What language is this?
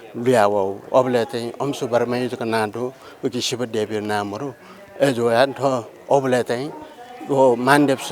Newari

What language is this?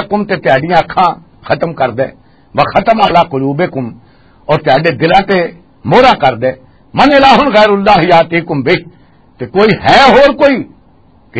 Western Panjabi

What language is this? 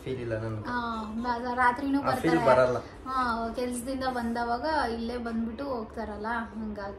Kannada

